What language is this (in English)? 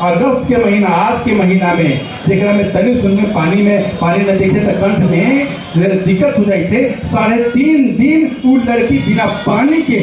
Magahi